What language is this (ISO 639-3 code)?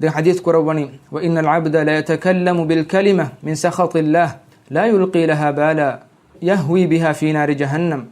div